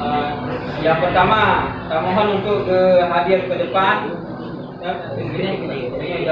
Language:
Achinese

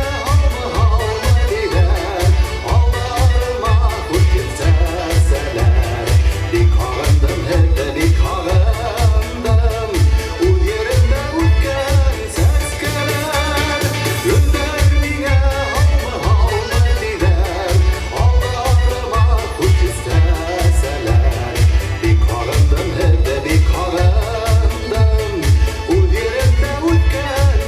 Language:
Bashkir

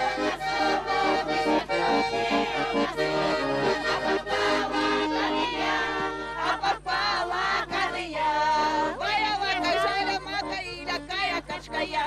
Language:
Erzya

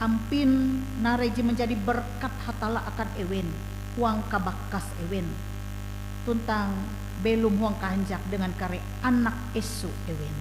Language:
Ngaju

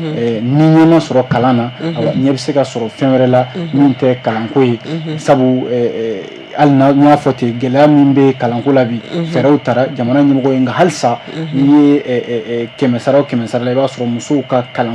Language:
Bambara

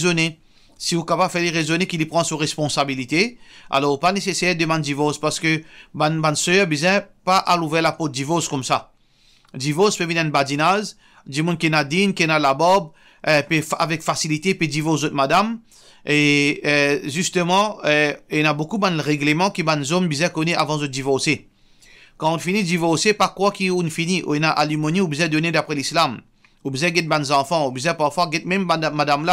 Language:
Morisyen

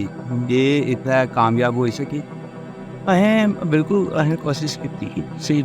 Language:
Dogri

